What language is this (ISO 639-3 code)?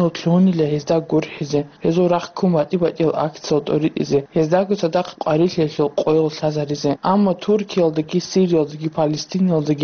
ava